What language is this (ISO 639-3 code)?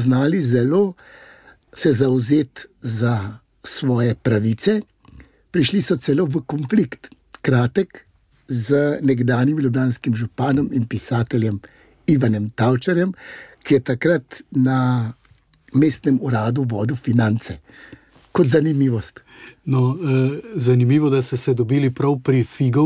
slv